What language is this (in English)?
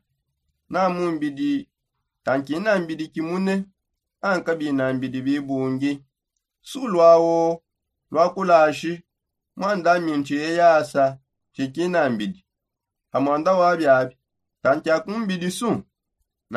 Songe